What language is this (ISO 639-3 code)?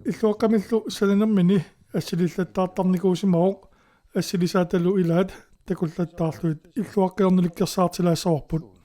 kal